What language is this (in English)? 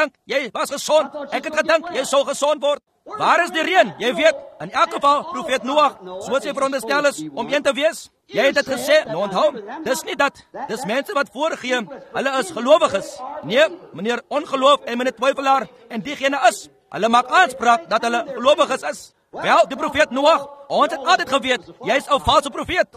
Afrikaans